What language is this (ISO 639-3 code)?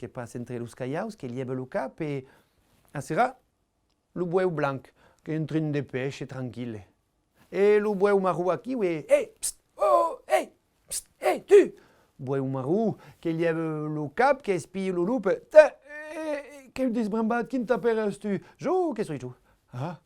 oci